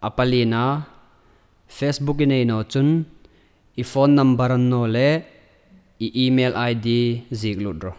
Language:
Hmar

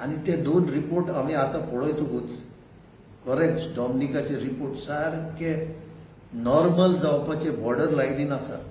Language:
Konkani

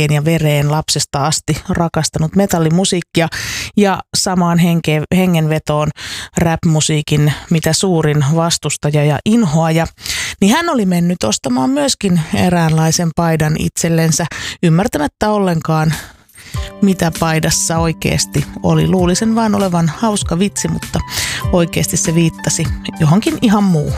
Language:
Finnish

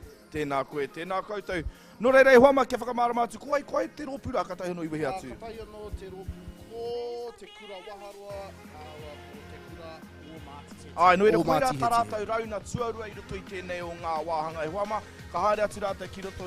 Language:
Māori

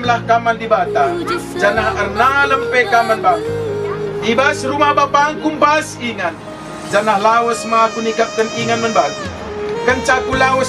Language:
Batak Karo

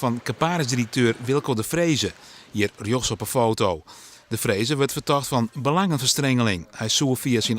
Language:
Western Frisian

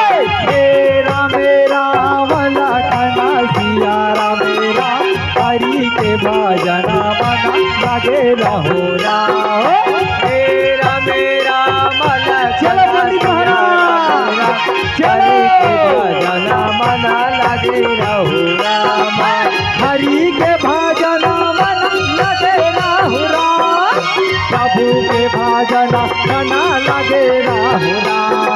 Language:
Chhattisgarhi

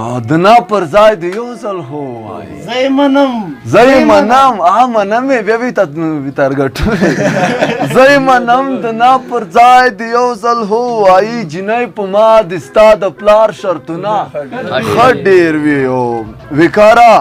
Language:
Pashto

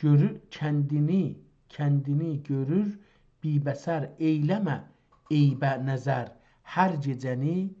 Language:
South Azerbaijani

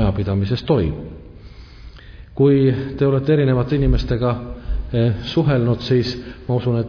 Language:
Estonian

